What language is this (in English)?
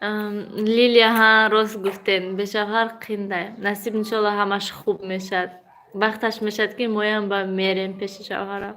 Tajik